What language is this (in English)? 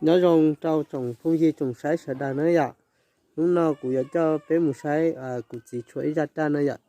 Hmong